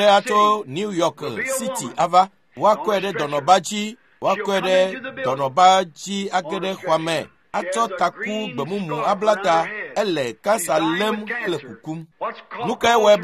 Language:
Ewe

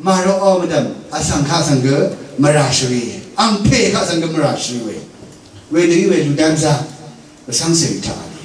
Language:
Rawang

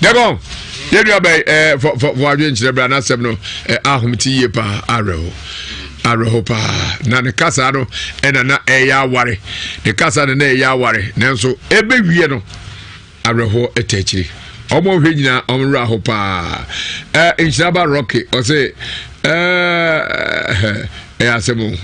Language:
Akan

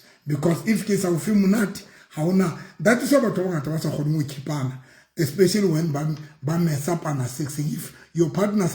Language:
Southern Sotho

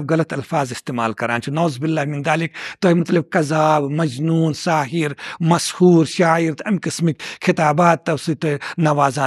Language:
Kashmiri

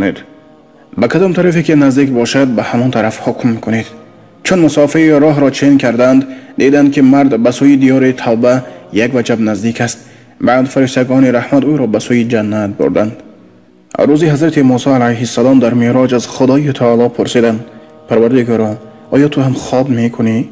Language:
Tajik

